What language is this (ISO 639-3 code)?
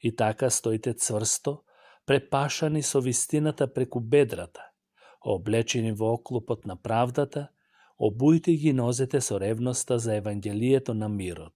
mkd